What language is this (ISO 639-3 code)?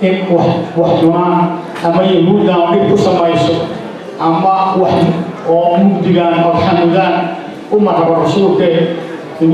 som